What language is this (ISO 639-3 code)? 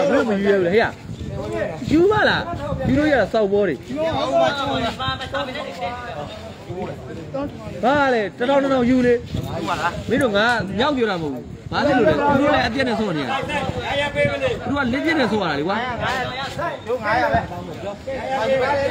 mya